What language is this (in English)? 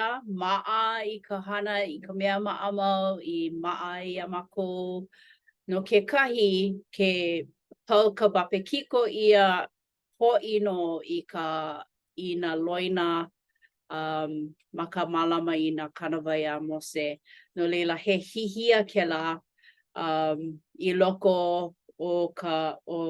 Hawaiian